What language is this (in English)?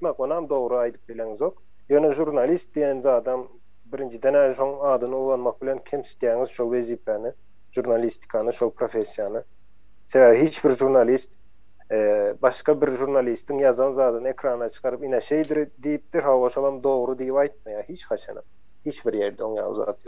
Turkmen